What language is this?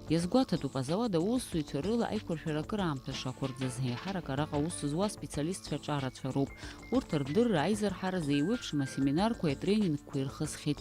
Abkhazian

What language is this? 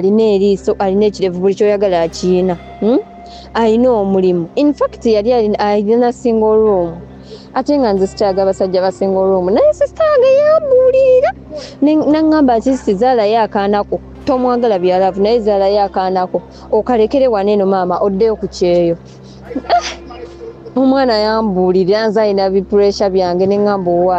Ganda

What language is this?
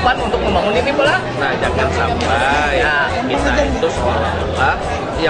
Banjar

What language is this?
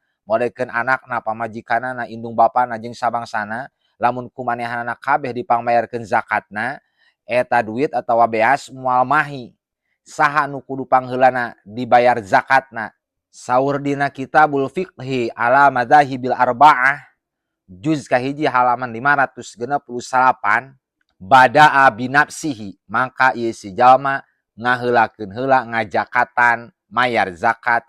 Sundanese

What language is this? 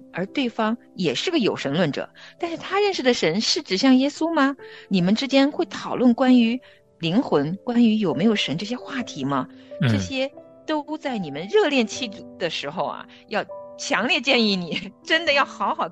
Chinese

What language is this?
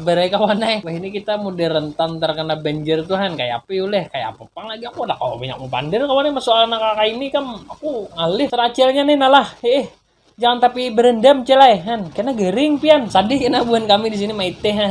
Banjar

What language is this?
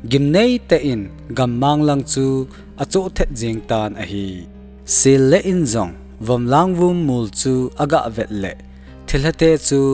Thado Chin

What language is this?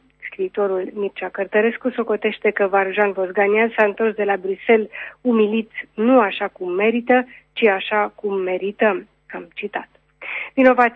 Romanian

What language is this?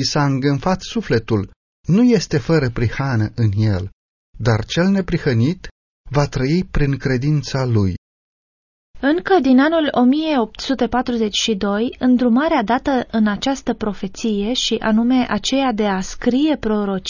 Romanian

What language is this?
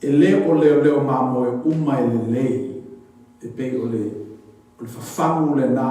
Samoan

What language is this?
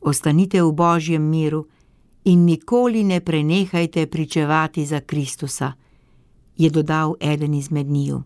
Slovenian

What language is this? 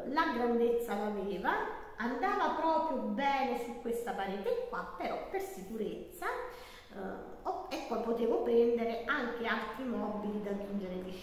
Italian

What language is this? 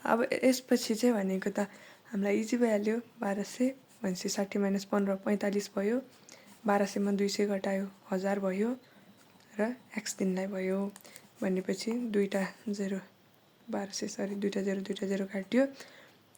Nepali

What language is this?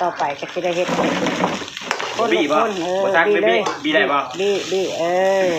Northeastern Thai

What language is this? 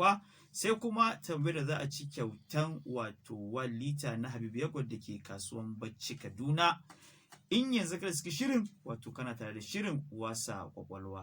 Hausa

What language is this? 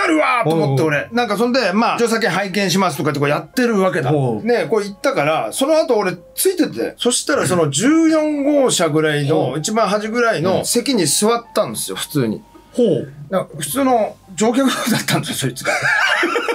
Japanese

